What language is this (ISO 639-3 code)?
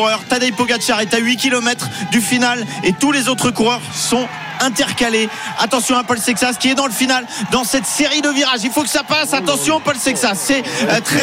fra